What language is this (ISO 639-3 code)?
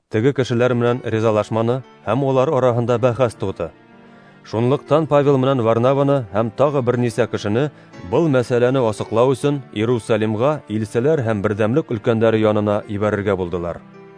bak